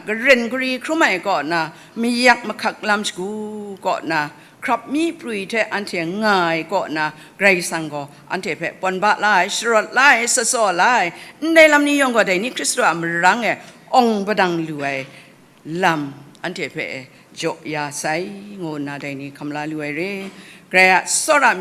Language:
Kachin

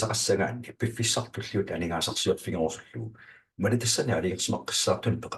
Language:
Kalaallisut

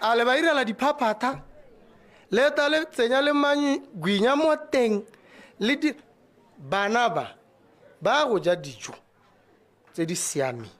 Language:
Tswana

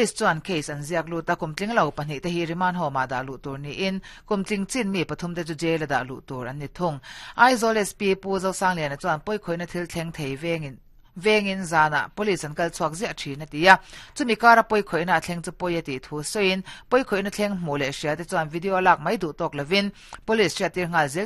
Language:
Mizo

